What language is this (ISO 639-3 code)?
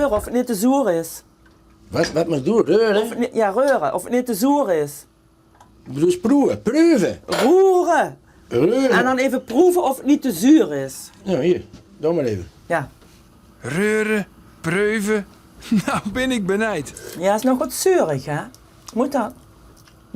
fry